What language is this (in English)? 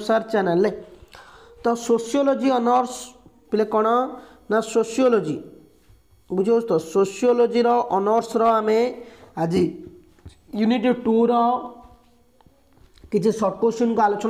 Odia